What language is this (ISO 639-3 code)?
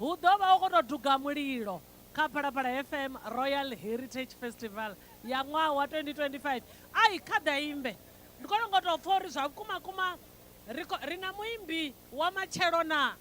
ven